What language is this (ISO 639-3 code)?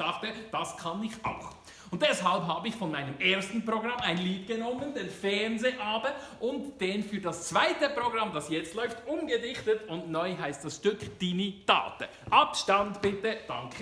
gsw